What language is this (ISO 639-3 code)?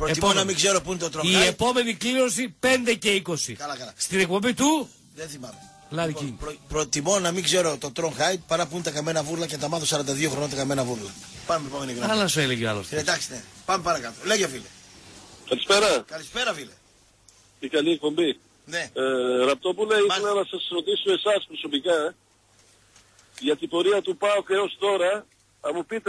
ell